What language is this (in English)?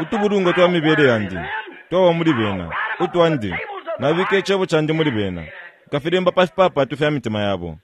Bemba